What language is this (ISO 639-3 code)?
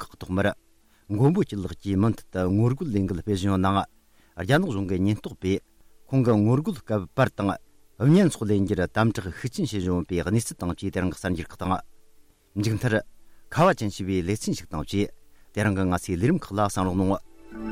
bod